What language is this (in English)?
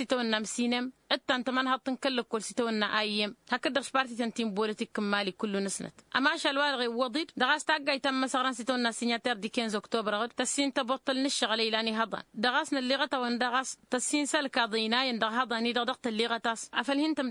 Tamasheq